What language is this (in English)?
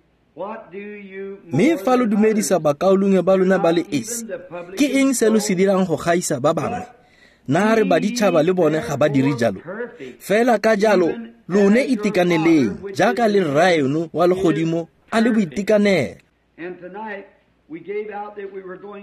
Tswana